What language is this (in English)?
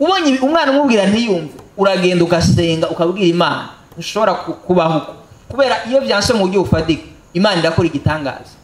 Rundi